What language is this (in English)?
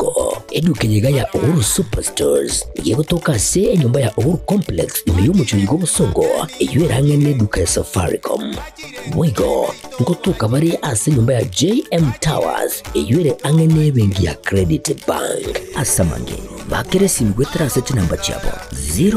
Gusii